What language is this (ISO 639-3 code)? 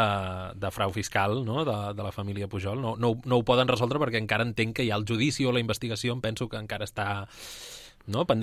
cat